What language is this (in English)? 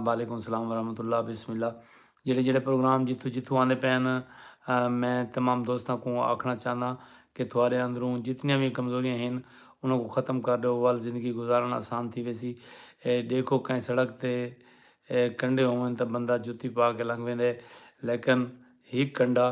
Saraiki